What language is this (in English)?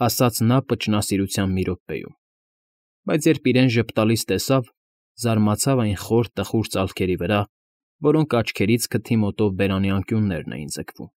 Armenian